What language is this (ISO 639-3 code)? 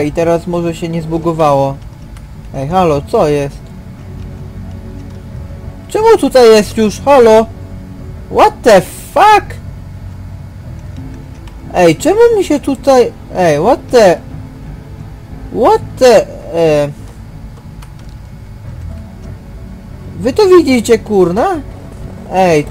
pol